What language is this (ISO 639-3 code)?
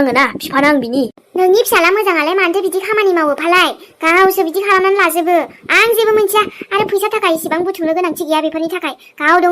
brx